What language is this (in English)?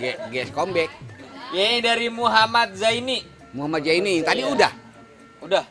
Betawi